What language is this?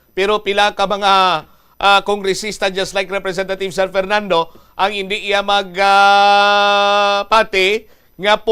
Hiligaynon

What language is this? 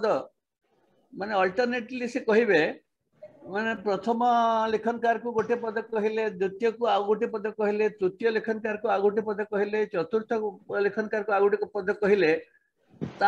Odia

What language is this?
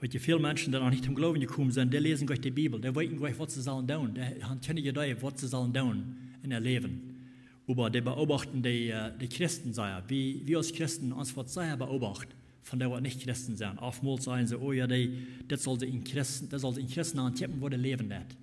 Plautdietsch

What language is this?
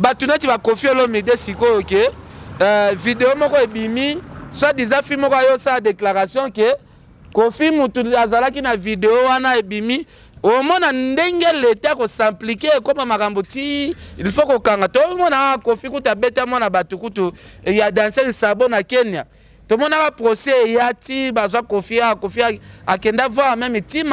Lingala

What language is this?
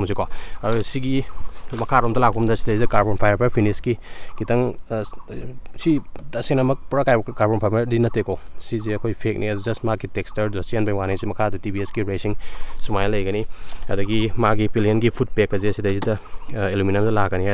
Manipuri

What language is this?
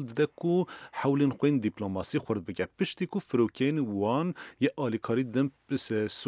Central Kurdish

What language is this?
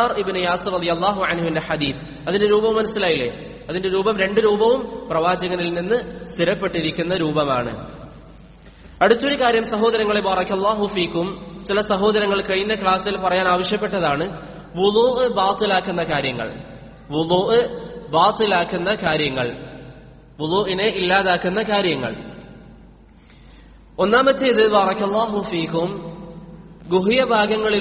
Malayalam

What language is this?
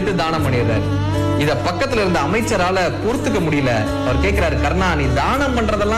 Tamil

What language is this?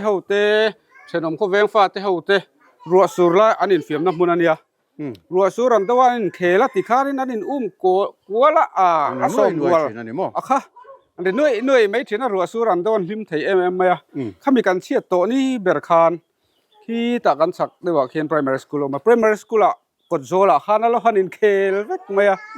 Mizo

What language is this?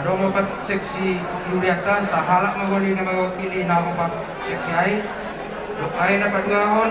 Batak Simalungun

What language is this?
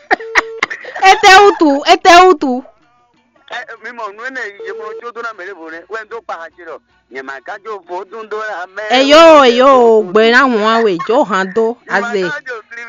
Fon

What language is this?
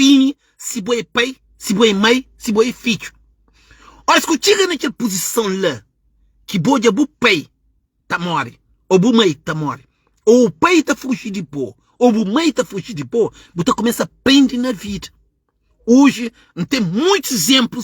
Kabuverdianu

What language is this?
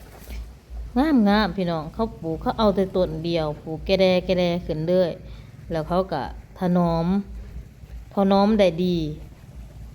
Lao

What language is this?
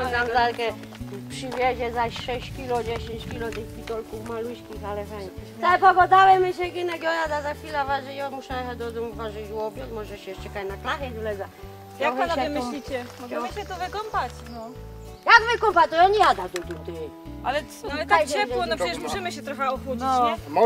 Silesian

